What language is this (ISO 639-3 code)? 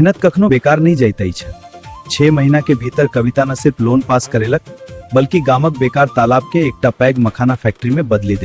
mai